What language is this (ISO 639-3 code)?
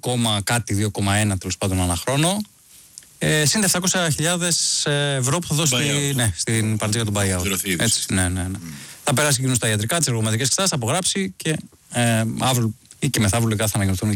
ell